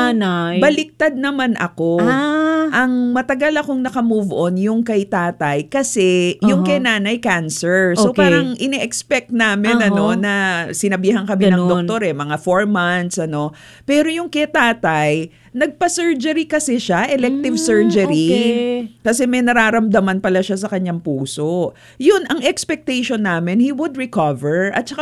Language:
Filipino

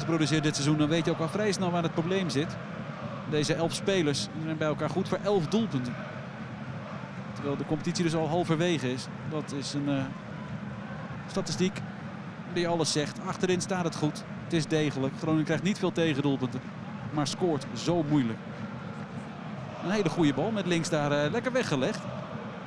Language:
Dutch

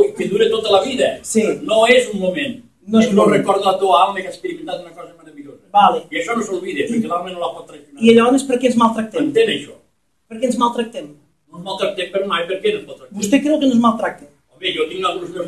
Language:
Catalan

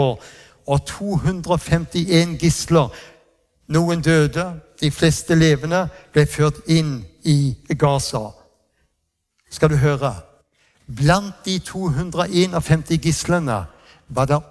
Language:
Norwegian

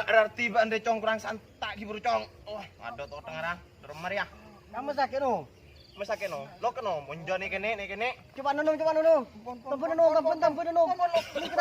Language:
Madurese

